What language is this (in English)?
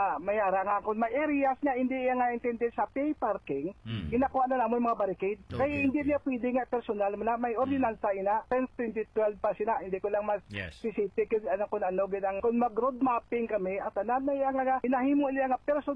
Hiligaynon